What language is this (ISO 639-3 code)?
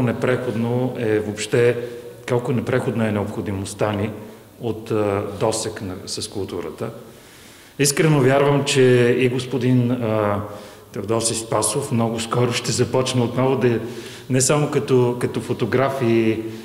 bul